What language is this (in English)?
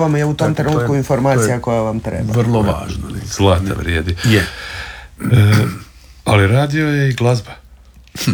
Croatian